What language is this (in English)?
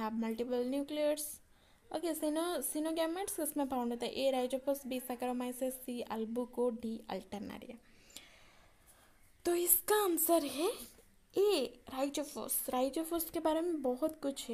Hindi